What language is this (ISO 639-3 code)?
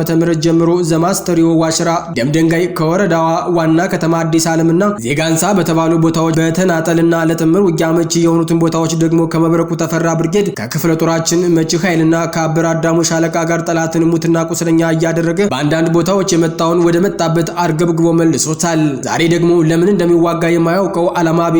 amh